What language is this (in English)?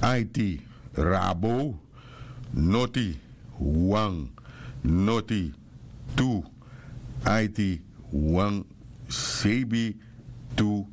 Sranan Tongo